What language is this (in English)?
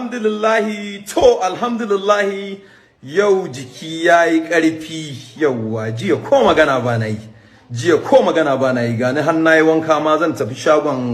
Hausa